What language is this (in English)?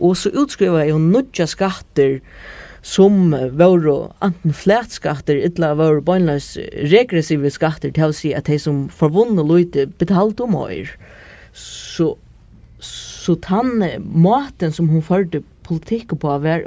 Faroese